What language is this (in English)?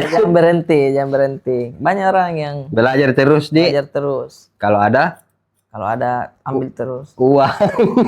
Makassar Malay